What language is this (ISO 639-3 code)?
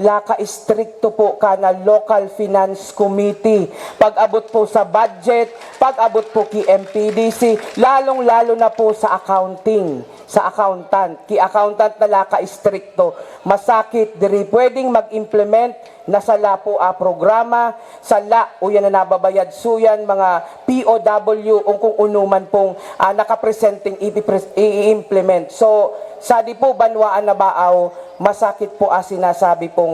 bik